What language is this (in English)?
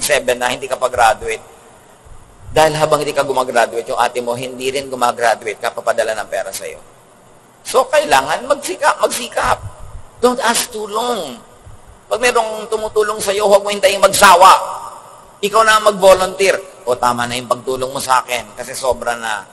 Filipino